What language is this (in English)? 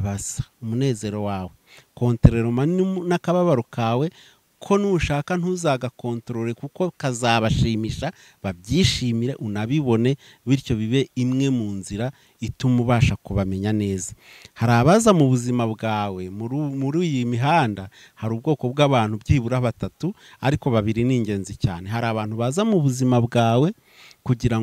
Kinyarwanda